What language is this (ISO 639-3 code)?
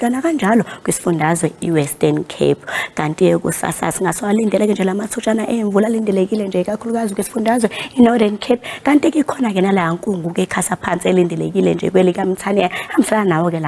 zul